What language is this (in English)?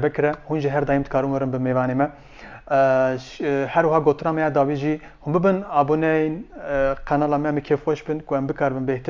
Kurdish